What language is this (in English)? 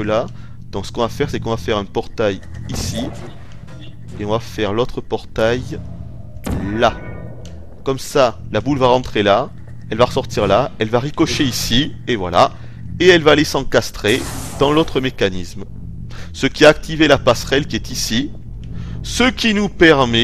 French